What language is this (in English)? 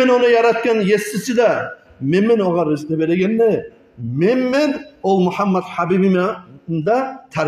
Kumyk